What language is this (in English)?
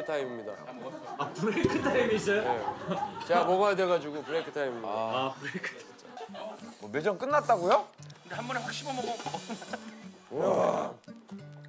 Korean